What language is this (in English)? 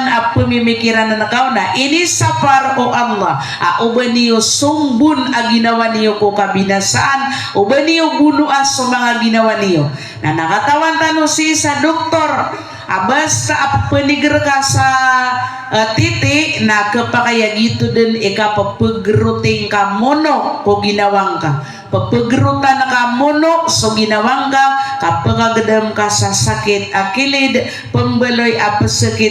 Maranao